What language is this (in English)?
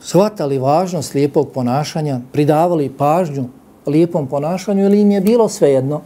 Bosnian